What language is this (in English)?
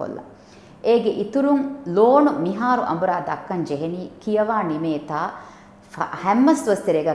Divehi